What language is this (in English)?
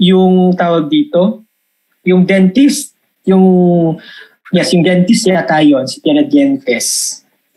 Filipino